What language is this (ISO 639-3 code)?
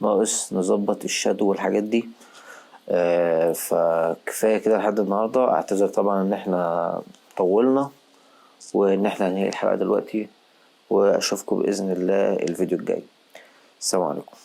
arz